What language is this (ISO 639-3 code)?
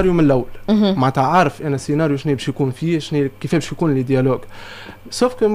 aeb